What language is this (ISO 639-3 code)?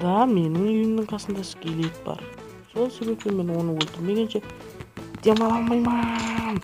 kaa